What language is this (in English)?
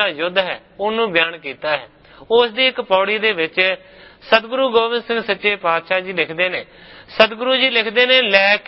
Punjabi